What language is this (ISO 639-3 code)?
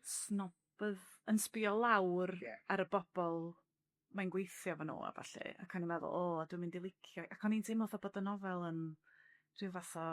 cym